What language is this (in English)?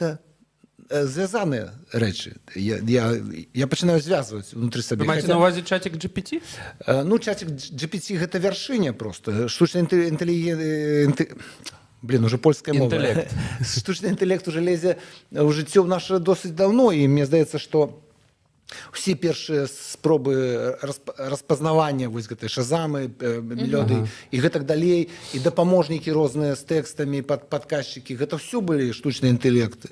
Belarusian